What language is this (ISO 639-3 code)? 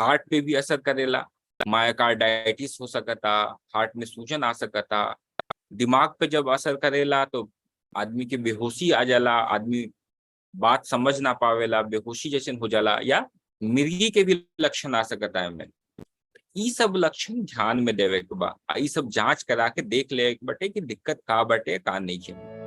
bho